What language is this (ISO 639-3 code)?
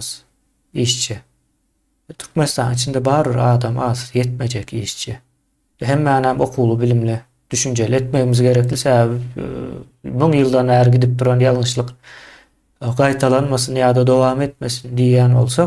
tuk